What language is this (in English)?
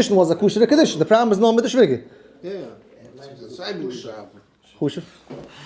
Yiddish